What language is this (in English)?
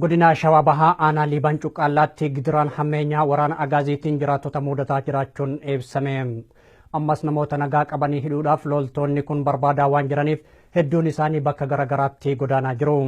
Oromo